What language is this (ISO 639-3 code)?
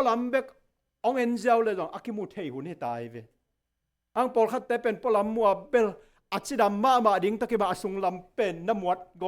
ctd